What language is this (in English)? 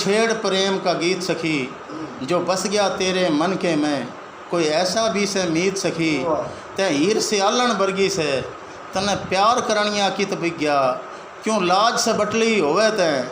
Haryanvi